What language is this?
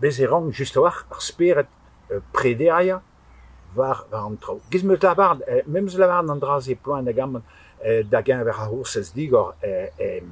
Breton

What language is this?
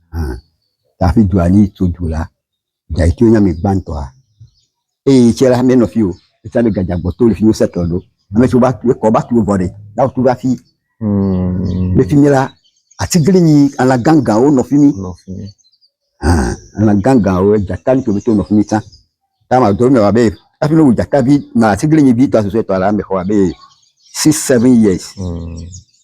Ewe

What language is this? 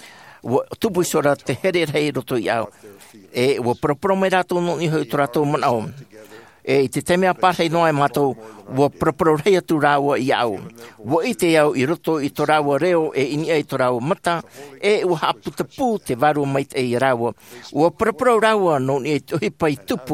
Tahitian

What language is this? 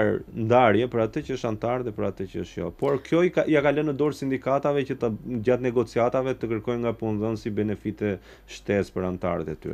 Albanian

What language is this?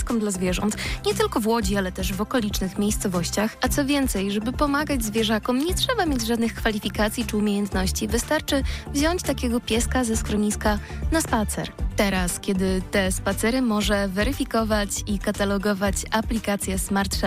Polish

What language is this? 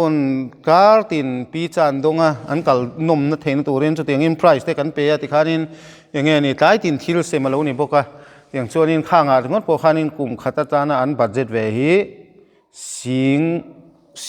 Mizo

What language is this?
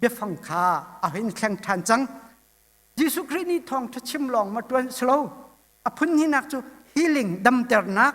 Hakha Chin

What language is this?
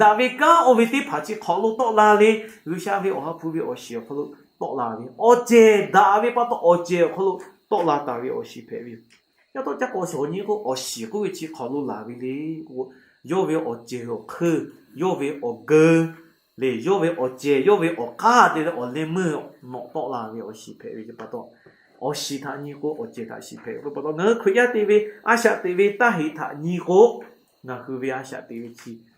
Lahu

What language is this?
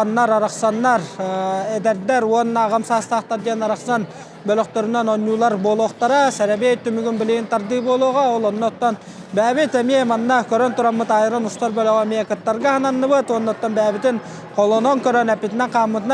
Yakut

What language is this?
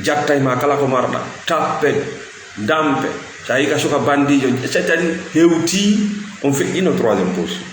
Fula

